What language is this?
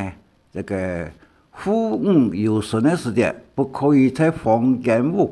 Hakka Chinese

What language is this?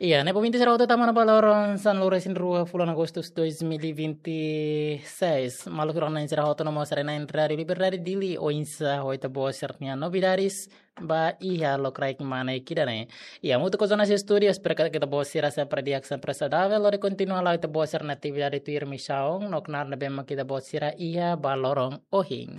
Tetum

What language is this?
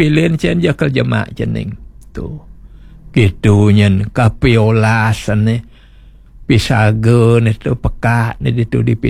Balinese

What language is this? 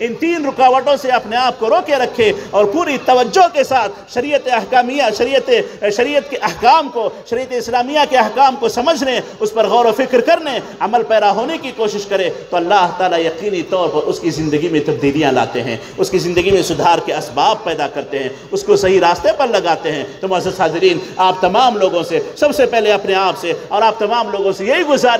Urdu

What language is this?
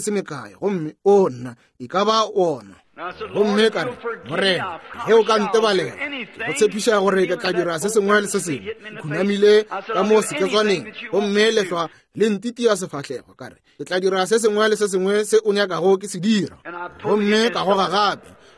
Northern Sotho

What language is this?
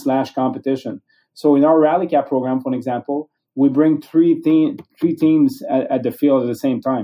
English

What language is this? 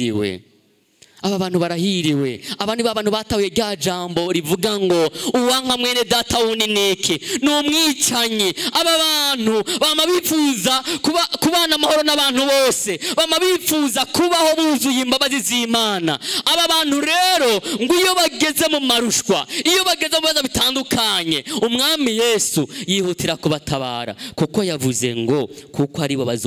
Rundi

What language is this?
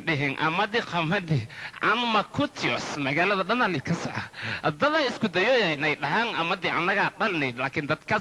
Somali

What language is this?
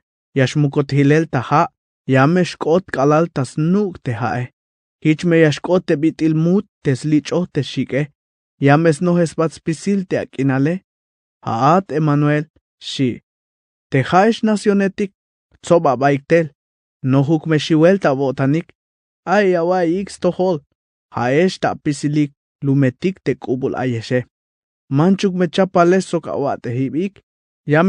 Tzeltal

